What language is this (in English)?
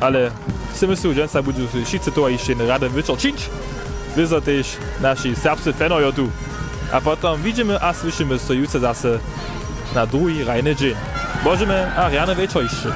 Upper Sorbian